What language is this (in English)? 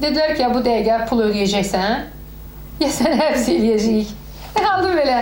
Azerbaijani